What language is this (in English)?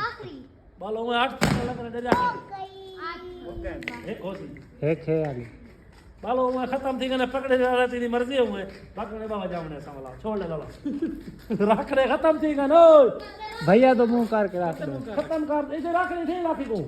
Saraiki